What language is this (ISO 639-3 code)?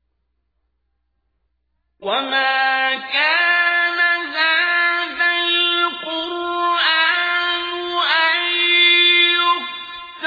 ara